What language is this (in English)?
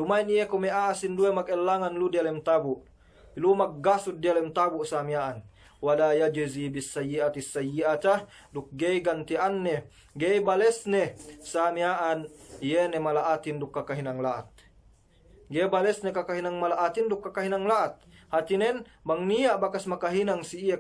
Yakan